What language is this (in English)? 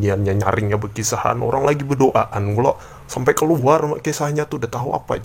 Banjar